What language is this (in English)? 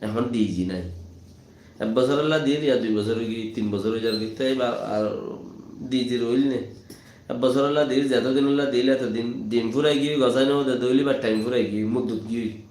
Rohingya